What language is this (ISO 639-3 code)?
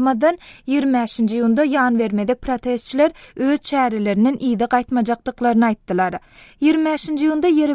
tuk